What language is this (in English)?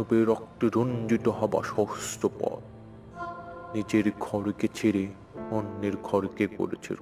Bangla